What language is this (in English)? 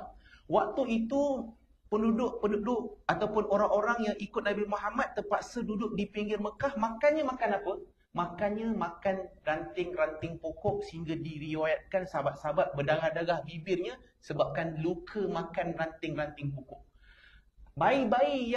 Malay